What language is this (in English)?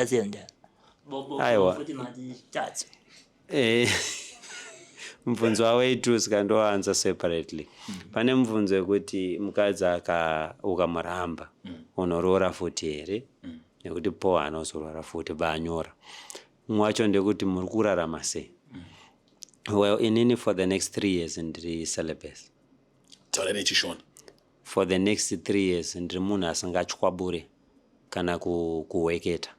Shona